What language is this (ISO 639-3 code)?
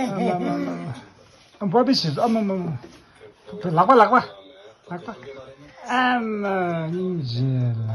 bod